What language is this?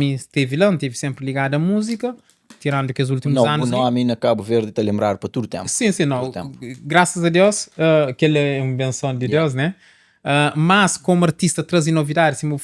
Kabuverdianu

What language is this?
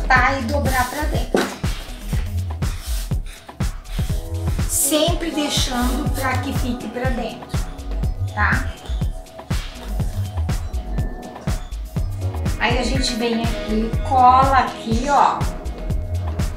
Portuguese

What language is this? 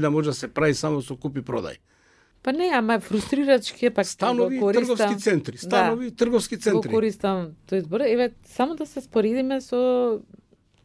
Macedonian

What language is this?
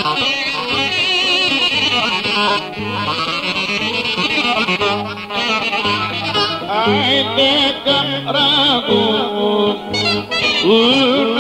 Greek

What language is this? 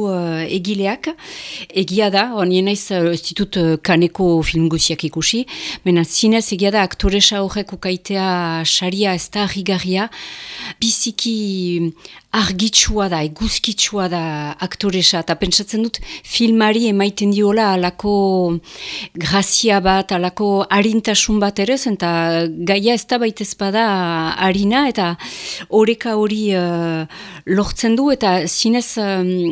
Basque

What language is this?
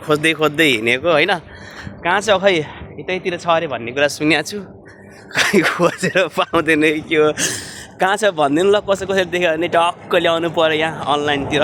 Nepali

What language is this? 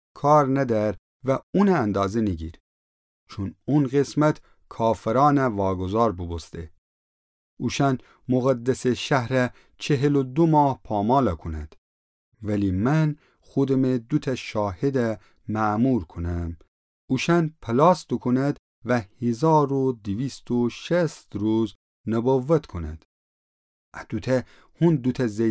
Gilaki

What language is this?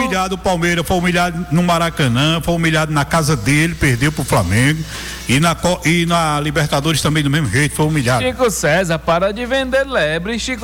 Portuguese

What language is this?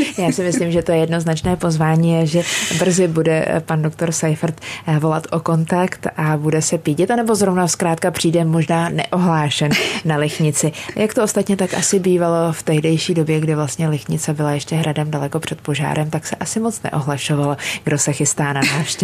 Czech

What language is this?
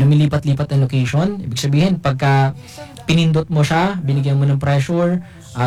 Filipino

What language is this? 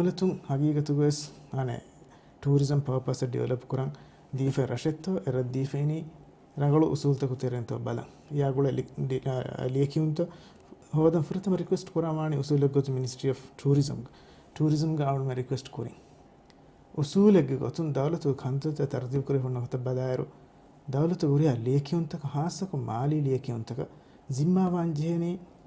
Divehi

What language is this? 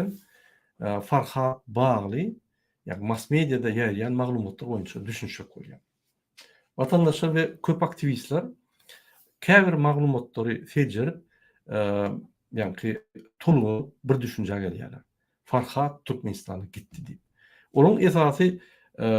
Turkmen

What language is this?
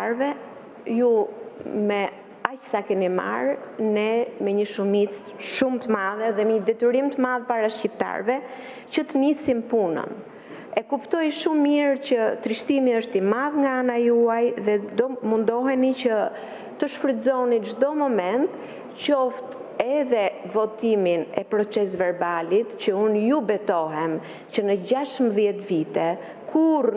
Albanian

